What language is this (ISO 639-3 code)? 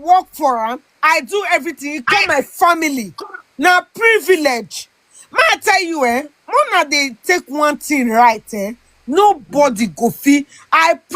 pcm